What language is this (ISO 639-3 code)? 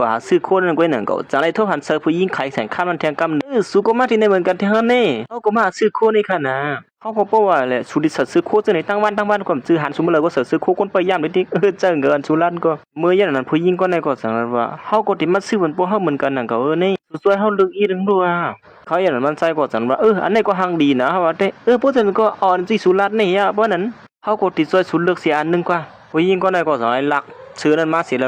shn